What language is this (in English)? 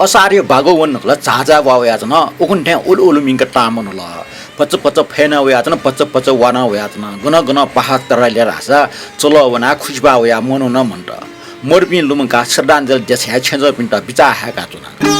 Newari